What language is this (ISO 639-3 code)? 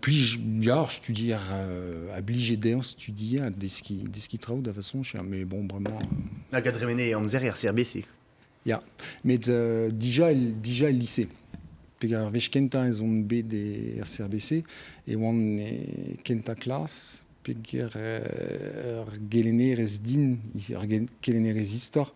bre